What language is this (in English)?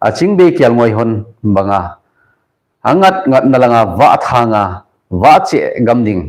Thado Chin